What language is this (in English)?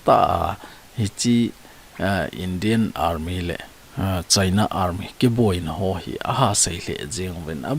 Thado Chin